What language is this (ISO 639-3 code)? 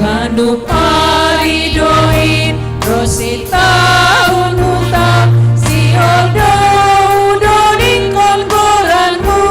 bts